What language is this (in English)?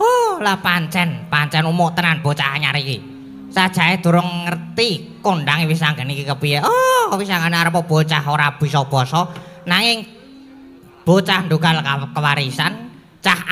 Javanese